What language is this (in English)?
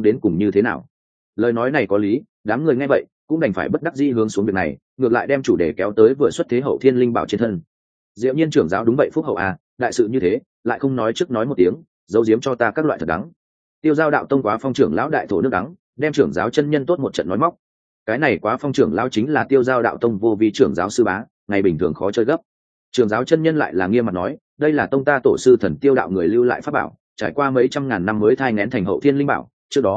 Vietnamese